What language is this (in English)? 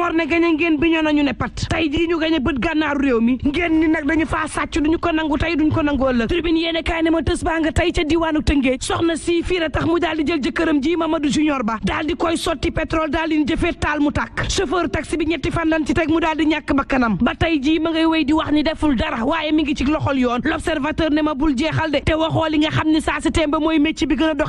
Wolof